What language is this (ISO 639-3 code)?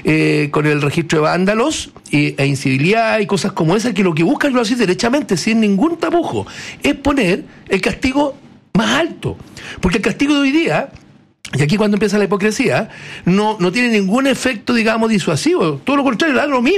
spa